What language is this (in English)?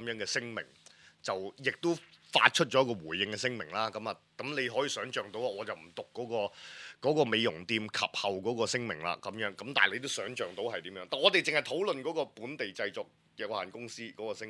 Cantonese